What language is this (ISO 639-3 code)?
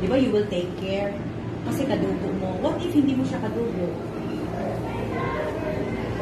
fil